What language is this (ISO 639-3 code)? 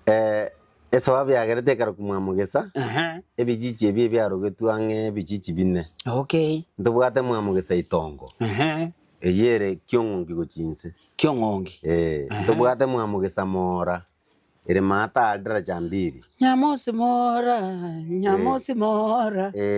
guz